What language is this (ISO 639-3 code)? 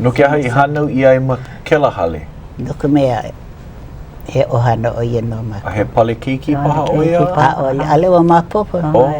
haw